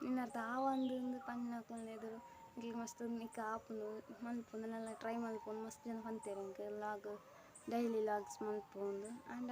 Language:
Tulu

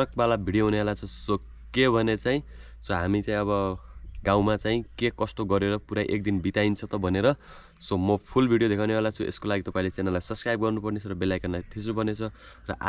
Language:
Nepali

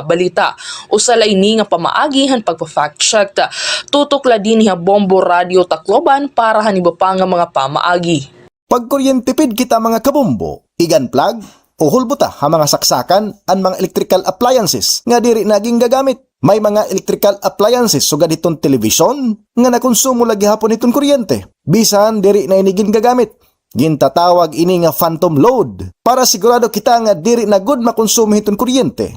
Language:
Waray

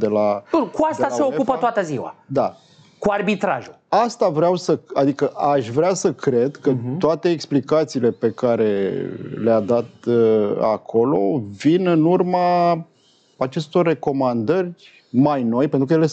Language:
Romanian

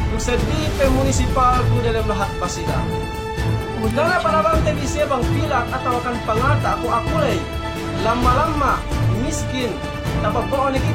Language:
Yakan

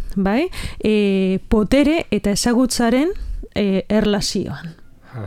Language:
Basque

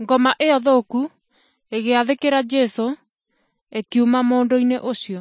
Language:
Kikuyu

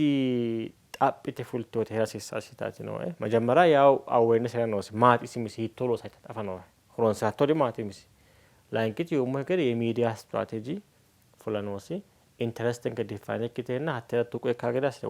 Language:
Sidamo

